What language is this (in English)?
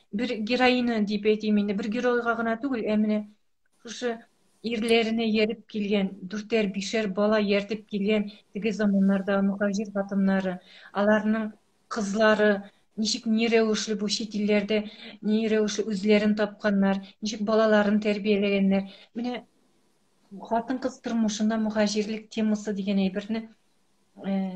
Tatar